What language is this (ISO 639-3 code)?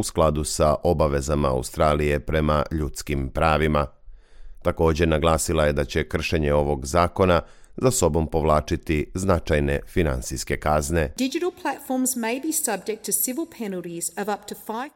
srp